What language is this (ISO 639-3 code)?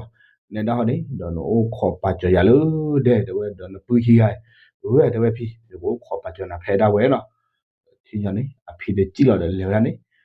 ksw